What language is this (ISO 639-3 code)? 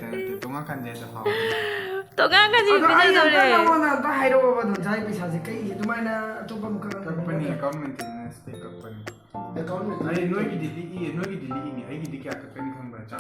mni